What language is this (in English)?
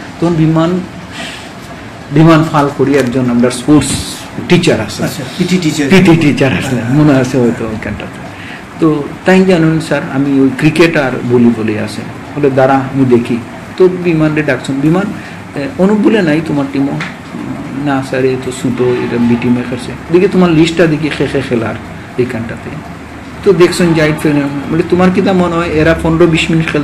Bangla